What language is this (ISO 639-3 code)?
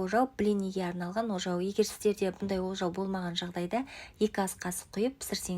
kaz